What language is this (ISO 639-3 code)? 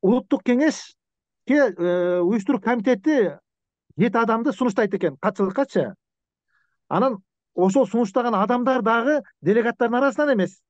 kir